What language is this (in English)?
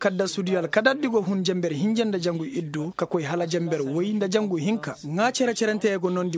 Koyraboro Senni